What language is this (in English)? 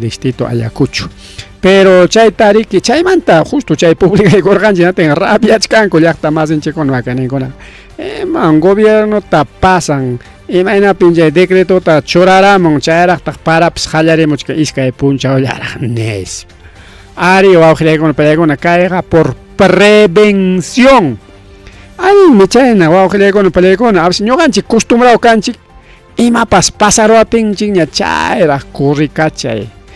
Ayacucho Quechua